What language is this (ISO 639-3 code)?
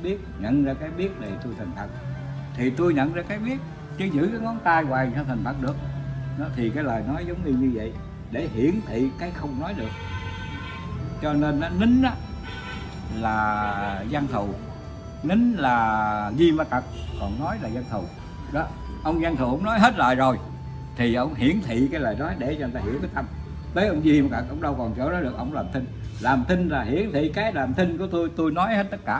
vie